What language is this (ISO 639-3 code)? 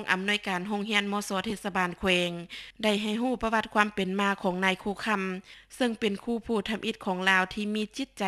lao